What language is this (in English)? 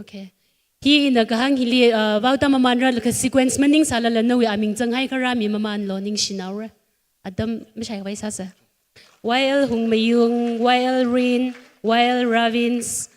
Tangkhul Naga (India)